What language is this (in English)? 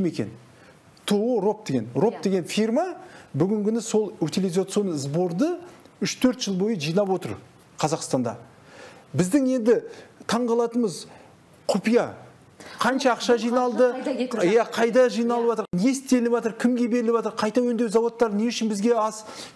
Kazakh